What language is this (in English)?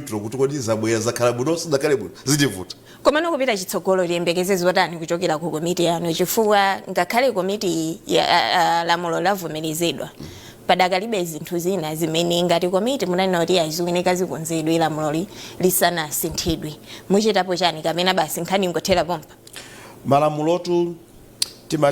Nyanja